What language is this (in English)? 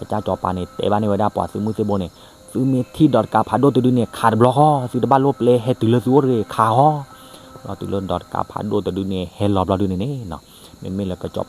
S'gaw Karen